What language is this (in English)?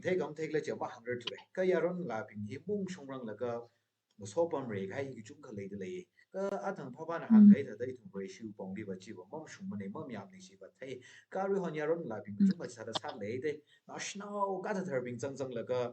Tangkhul Naga (India)